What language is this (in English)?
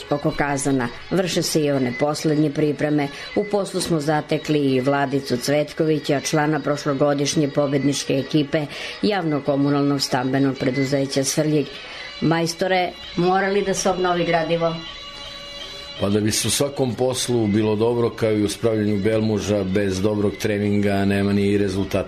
Serbian